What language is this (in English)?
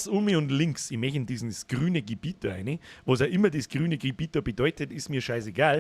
Bavarian